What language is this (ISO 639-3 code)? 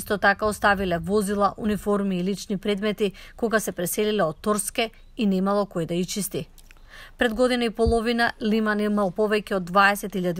mkd